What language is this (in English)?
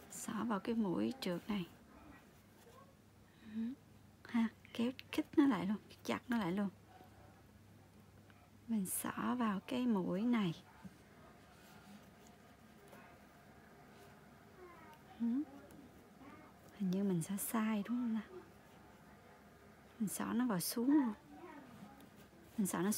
Vietnamese